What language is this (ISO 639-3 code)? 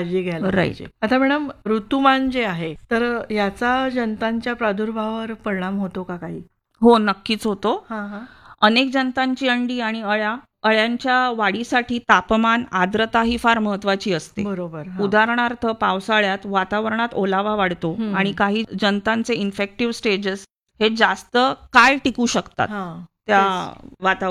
mar